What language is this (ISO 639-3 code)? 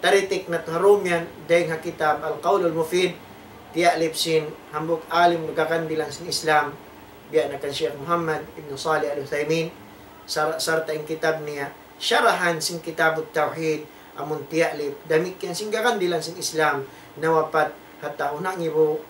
tsg